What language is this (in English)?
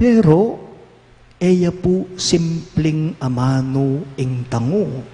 Pampanga